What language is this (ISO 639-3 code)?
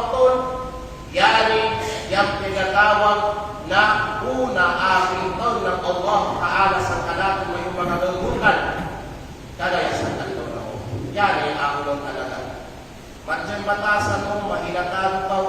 kqe